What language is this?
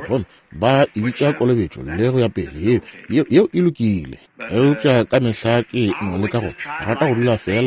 Northern Sotho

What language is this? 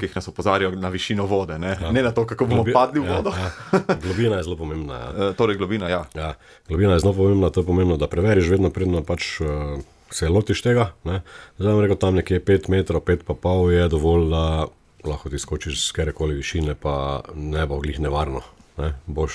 Slovenian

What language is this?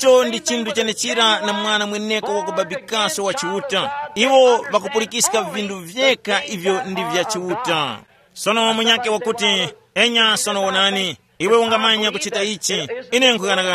Tumbuka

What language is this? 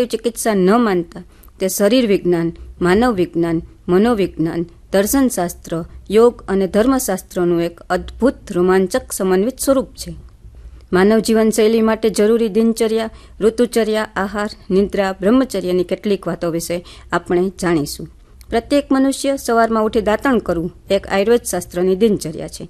Gujarati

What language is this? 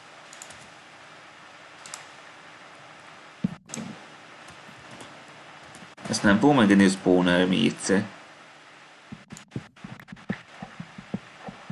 Hungarian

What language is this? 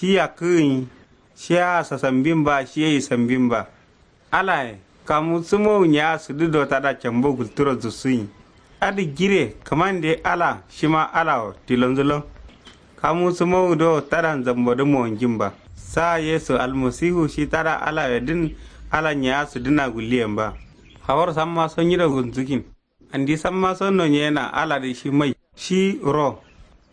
Kanuri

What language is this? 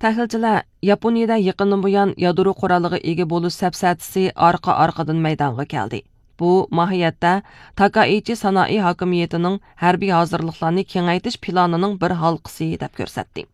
Uyghur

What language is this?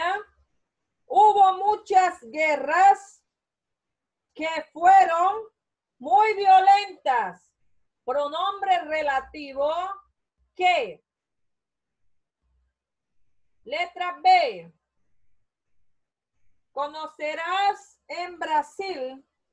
Spanish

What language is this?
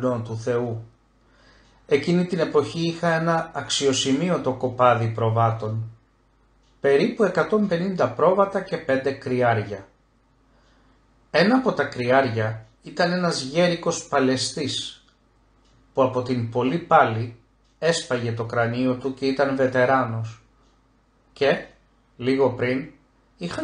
Greek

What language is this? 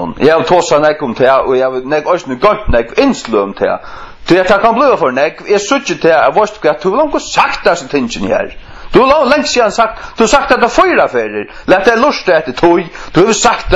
Faroese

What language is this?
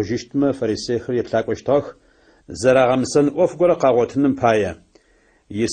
Adyghe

